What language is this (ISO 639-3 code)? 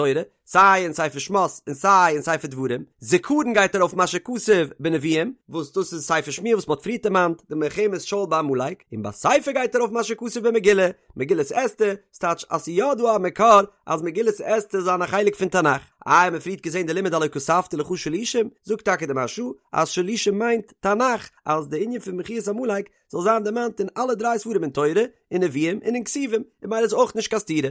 yid